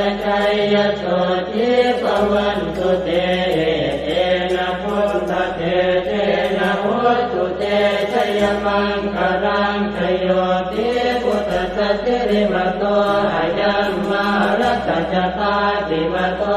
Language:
Pali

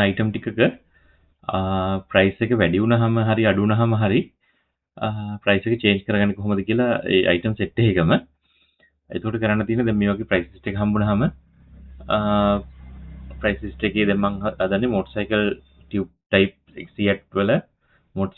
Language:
Sinhala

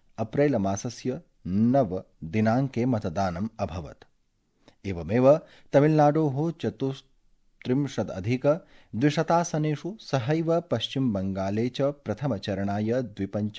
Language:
Sanskrit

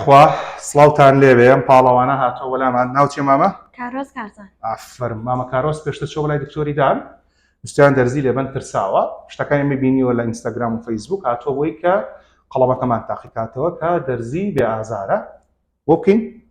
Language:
Central Kurdish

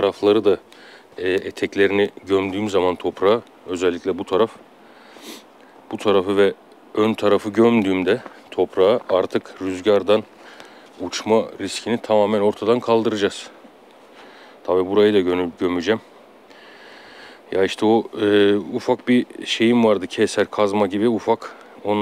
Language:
Turkish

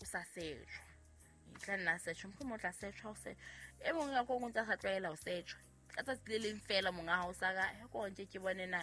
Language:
Southern Sotho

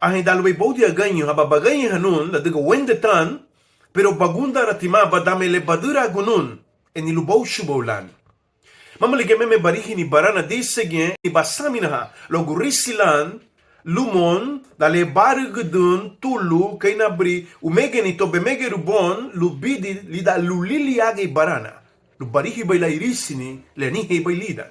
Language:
Garifuna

